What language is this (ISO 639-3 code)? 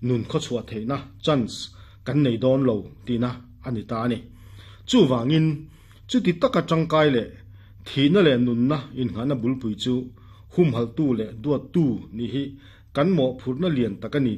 lus